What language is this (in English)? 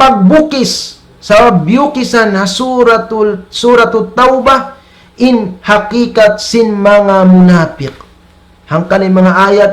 Tausug